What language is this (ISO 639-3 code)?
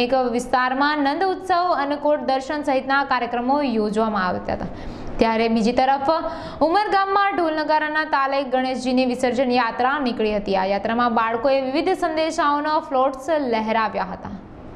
guj